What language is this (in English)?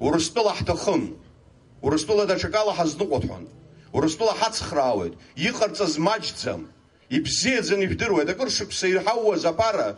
Abkhazian